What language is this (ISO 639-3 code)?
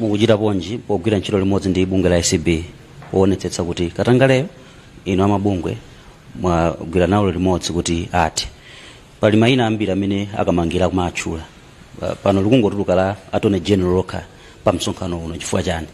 nya